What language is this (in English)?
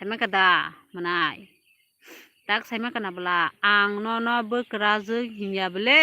Kok Borok